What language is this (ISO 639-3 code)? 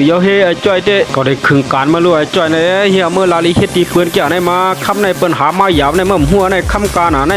shn